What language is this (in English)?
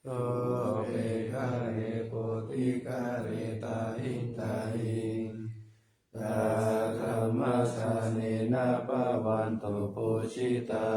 Pali